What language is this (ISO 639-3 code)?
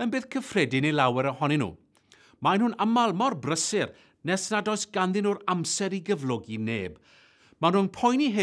cym